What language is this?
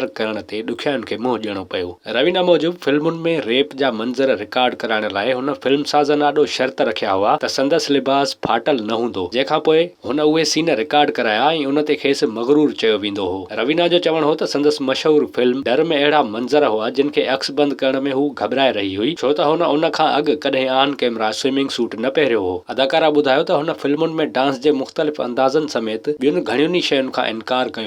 Sindhi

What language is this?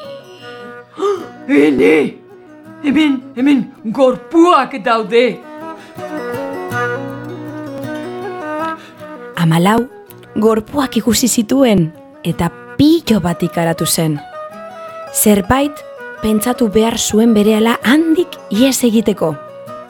Basque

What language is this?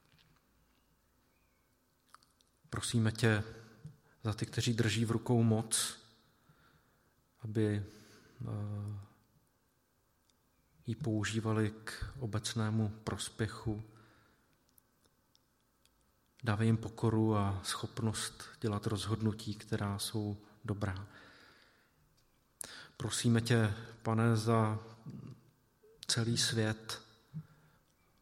Czech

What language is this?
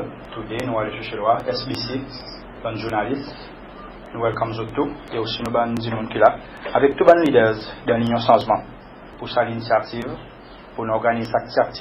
Seselwa Creole French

